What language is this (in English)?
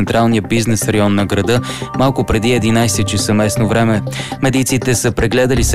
Bulgarian